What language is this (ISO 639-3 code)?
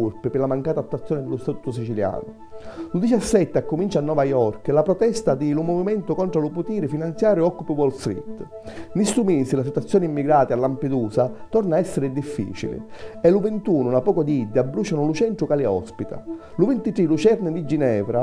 scn